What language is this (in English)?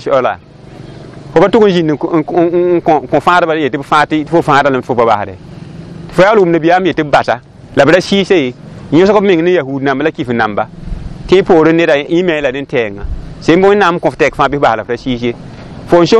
Mossi